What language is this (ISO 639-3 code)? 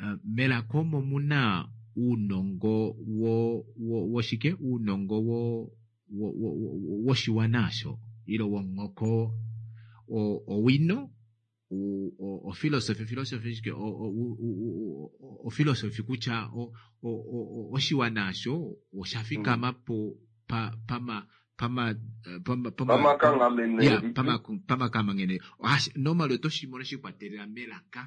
kua